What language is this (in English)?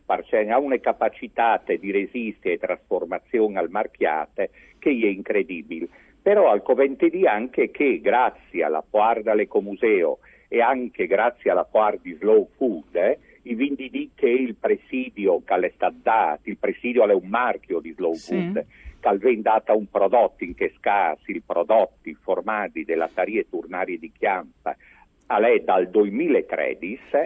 Friulian